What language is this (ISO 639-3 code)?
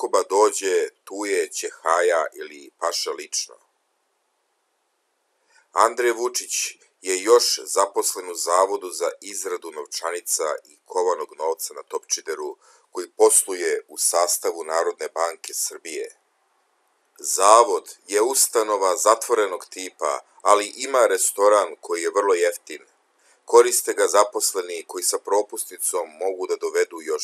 srp